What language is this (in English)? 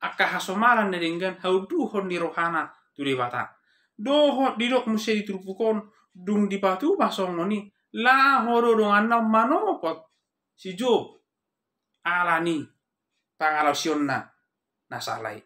Batak Toba